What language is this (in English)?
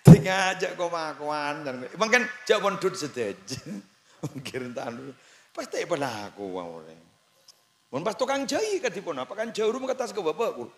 Madurese